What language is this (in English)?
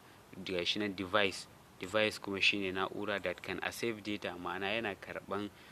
Hausa